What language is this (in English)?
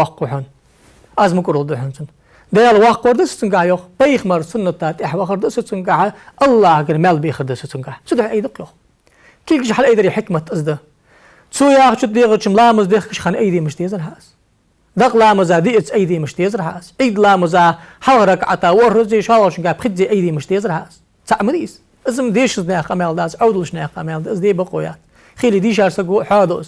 Ingush